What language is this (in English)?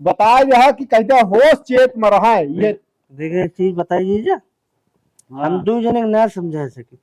Awadhi